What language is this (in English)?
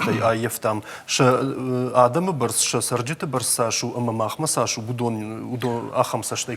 Ossetic